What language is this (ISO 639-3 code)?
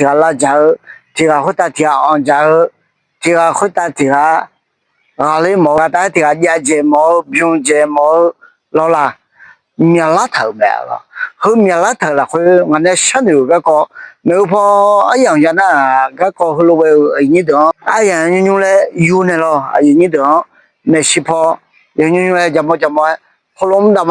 ahk